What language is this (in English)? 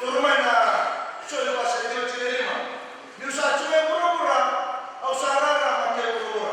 Fijian